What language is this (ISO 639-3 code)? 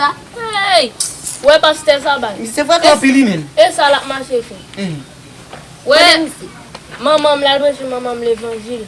hat